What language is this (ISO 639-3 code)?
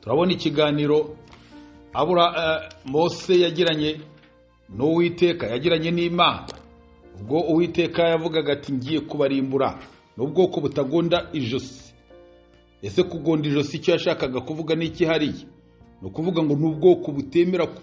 kin